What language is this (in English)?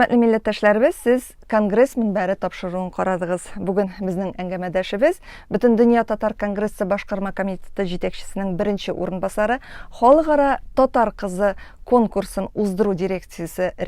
Tatar